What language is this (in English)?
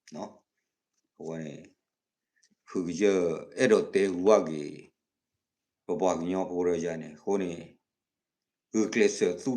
S'gaw Karen